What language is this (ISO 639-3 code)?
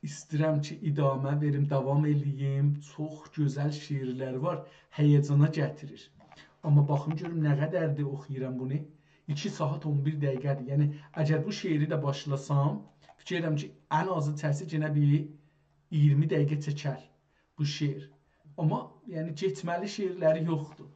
azb